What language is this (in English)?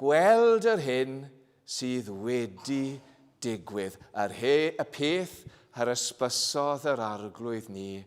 Welsh